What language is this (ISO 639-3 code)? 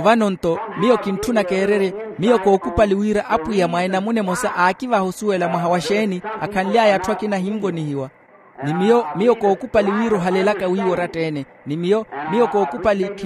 vmw